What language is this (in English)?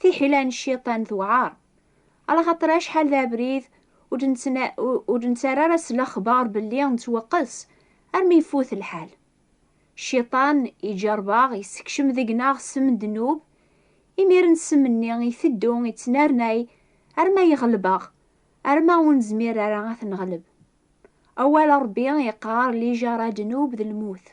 Kabyle